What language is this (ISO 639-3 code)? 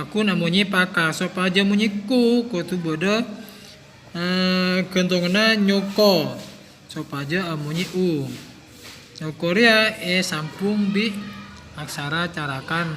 mad